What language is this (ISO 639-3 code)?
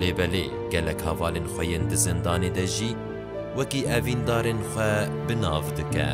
kur